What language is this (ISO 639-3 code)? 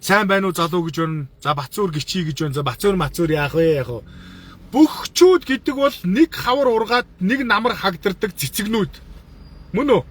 mon